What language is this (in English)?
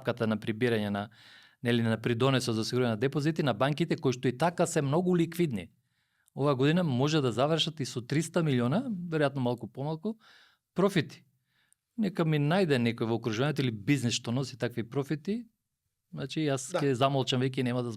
Macedonian